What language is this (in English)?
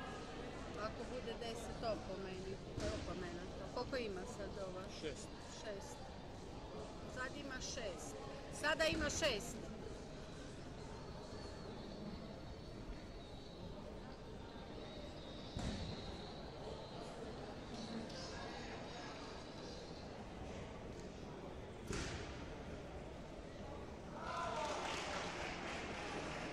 Croatian